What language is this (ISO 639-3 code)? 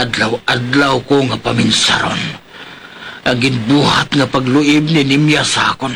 hil